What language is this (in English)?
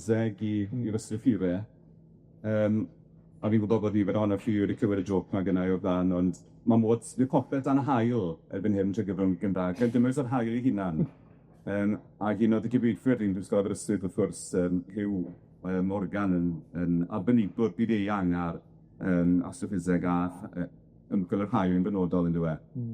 Welsh